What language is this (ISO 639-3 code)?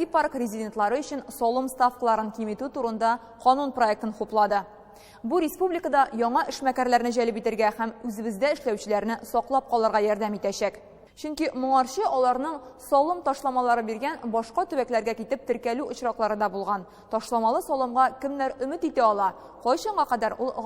tat